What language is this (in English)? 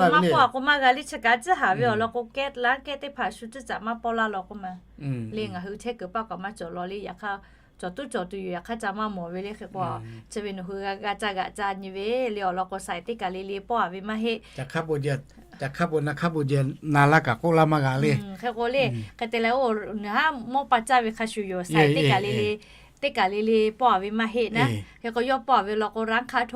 Lahu